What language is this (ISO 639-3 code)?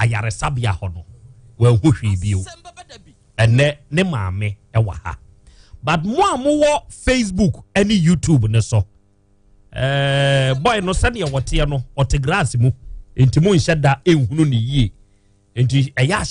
aka